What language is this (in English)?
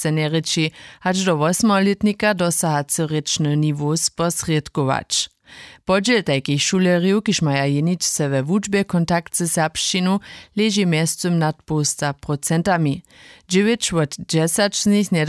Upper Sorbian